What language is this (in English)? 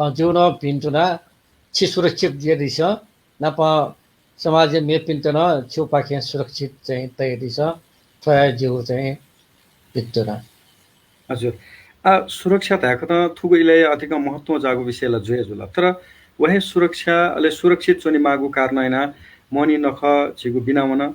Newari